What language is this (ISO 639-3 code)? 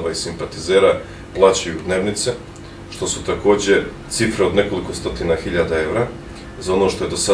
bos